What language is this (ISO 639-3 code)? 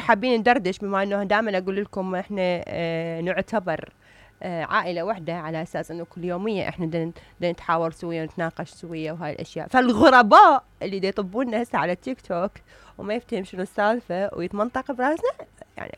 acm